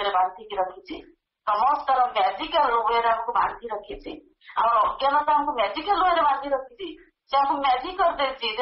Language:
Odia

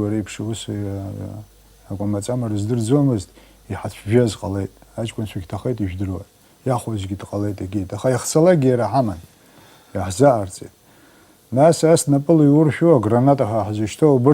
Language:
Abkhazian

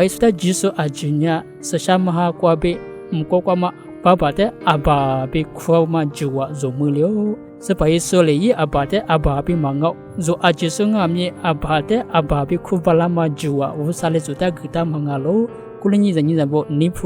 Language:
Lisu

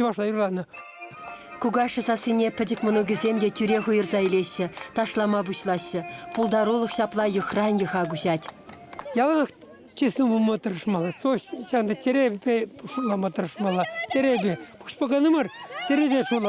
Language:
Chuvash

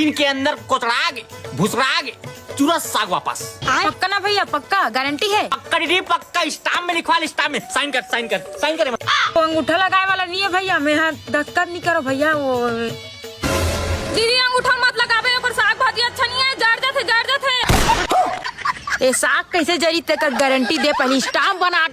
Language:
Chhattisgarhi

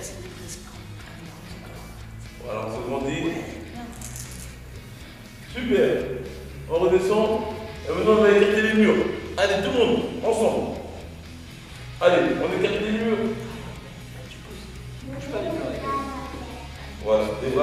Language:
French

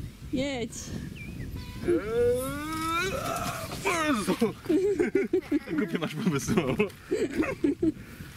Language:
Polish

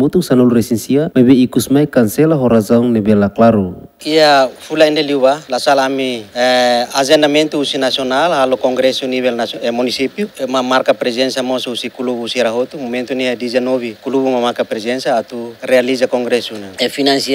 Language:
Tetum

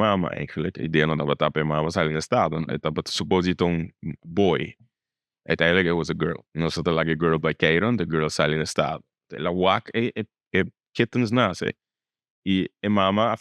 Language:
Papiamento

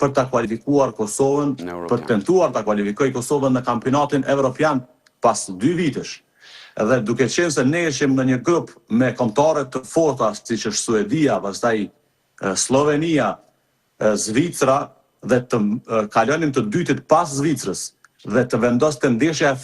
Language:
Albanian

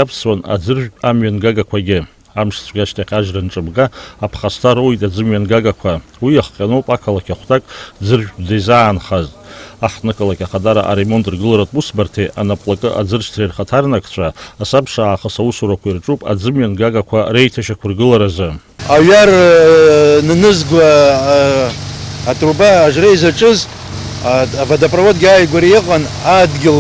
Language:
Abkhazian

